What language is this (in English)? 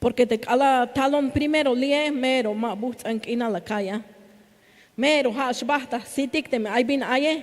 Tzeltal